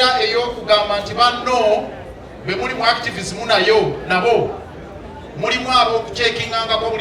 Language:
Ganda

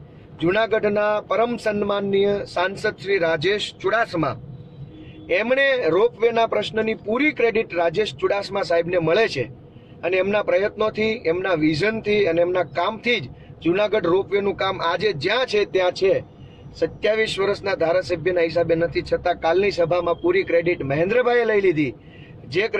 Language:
Gujarati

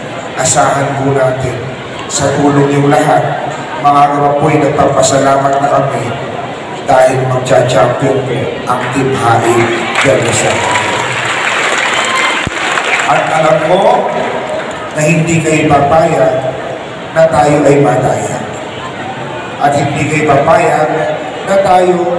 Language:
Filipino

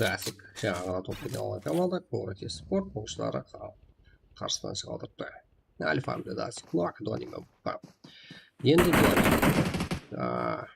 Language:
Kara-Kalpak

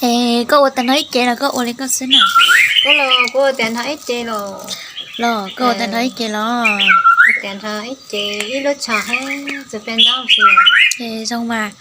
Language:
Hmong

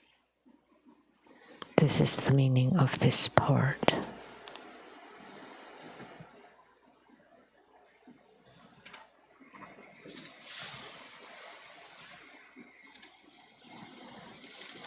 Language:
English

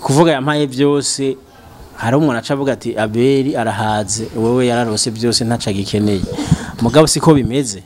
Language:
Rundi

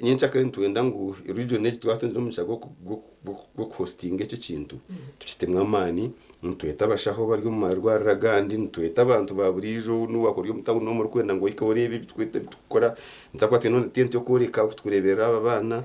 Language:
Nyankole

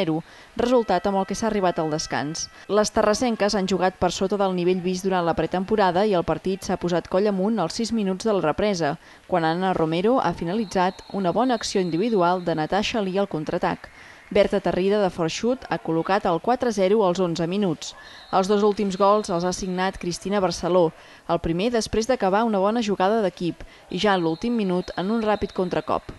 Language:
Catalan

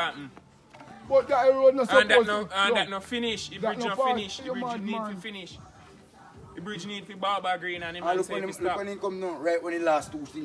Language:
Jamaican Creole English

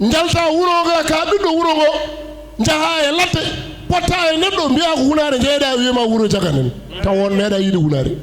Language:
Fula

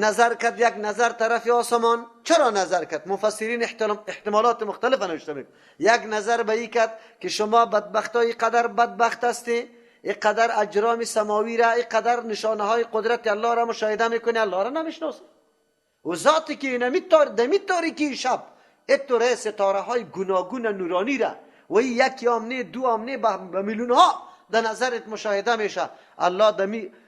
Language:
Persian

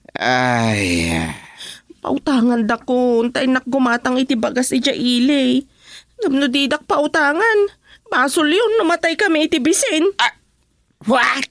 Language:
Iloko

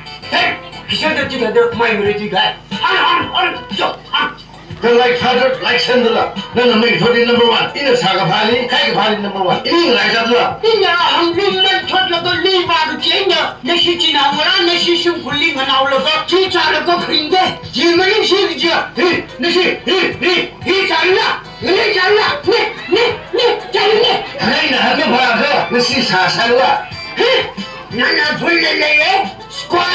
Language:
Tangkhul Naga (India)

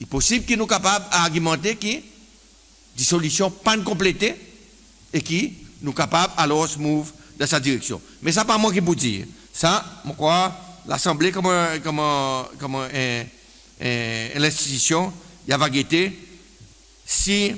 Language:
Seselwa Creole French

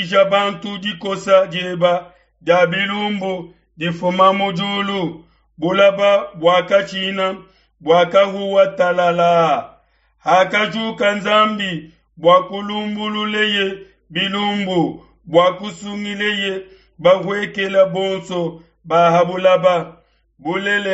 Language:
Luba-Lulua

